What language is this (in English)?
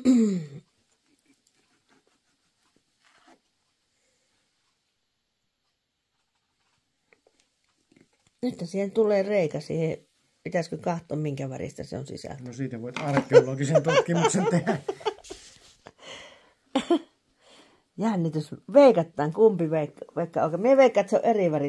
Finnish